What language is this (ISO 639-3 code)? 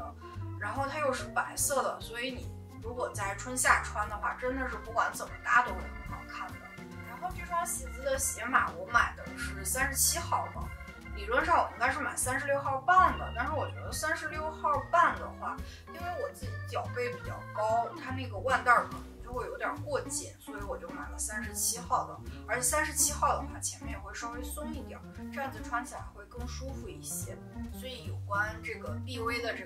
zho